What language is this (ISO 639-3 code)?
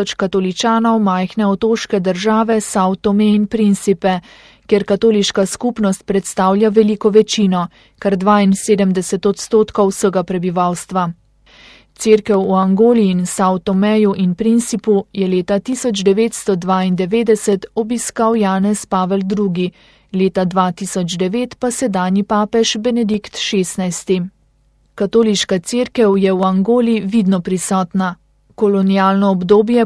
slv